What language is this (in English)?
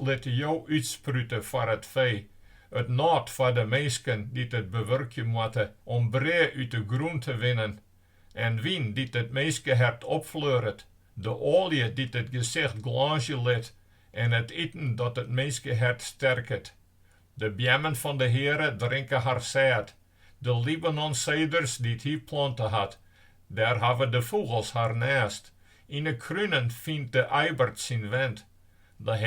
Western Frisian